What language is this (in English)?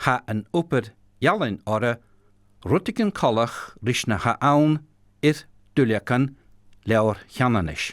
Scottish Gaelic